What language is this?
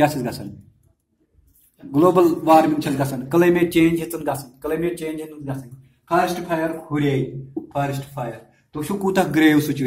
Kashmiri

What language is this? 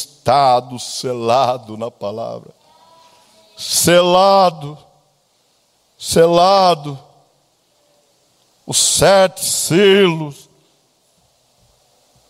Portuguese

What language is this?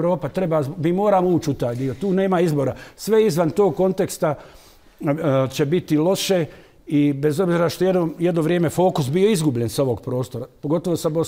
Bosnian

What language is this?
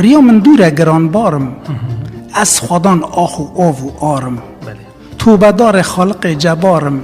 Kurdish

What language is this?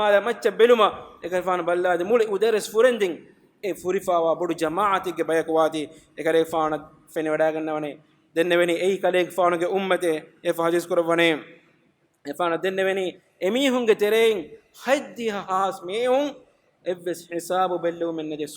Divehi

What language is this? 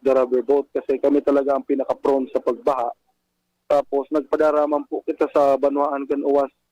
Bikol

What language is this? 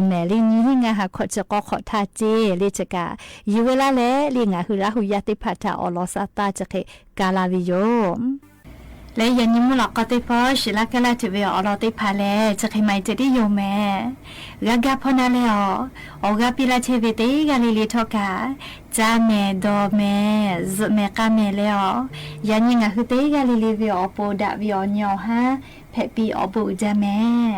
Lahu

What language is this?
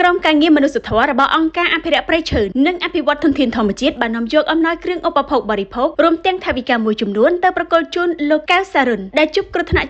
Khmer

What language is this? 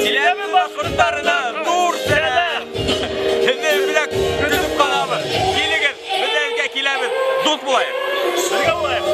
Bashkir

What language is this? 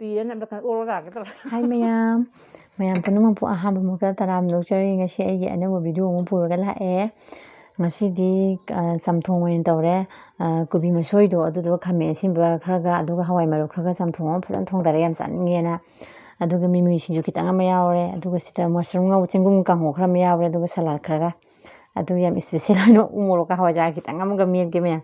Manipuri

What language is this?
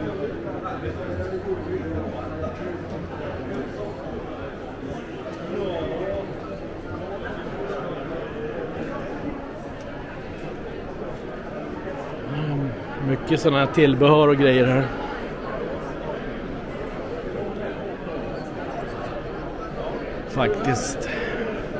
Swedish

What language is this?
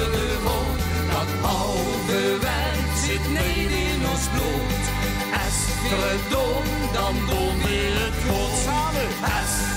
Limburgish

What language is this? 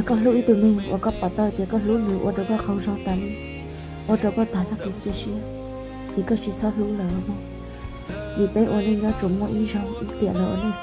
Hmong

